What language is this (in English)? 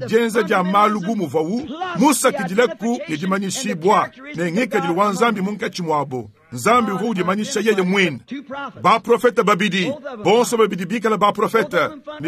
Luba-Lulua